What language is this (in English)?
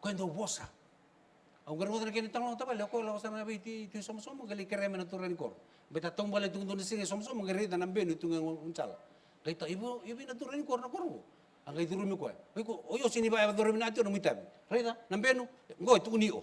Fijian